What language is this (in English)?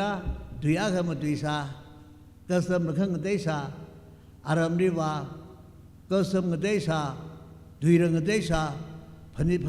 Tangkhul Naga (India)